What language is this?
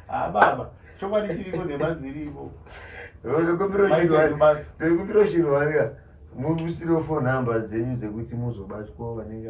Shona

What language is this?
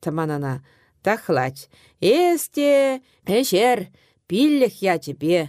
Chuvash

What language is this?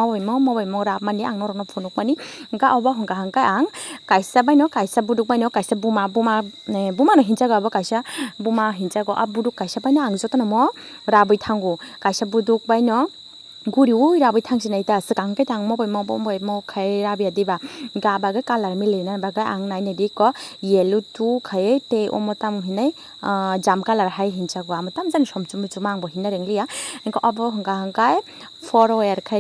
Kok Borok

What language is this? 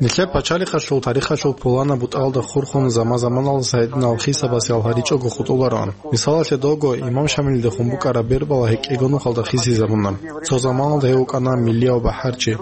Avaric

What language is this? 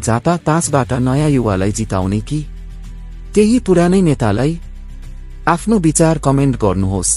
Nepali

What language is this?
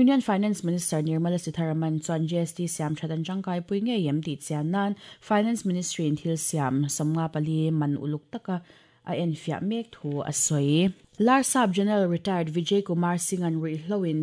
Mizo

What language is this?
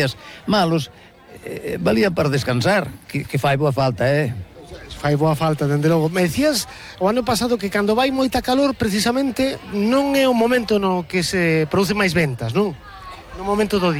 Galician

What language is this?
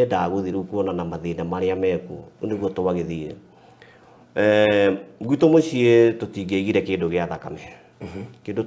Kikuyu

